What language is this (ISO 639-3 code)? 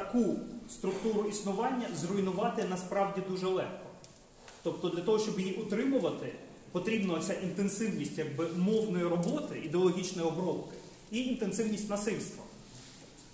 ukr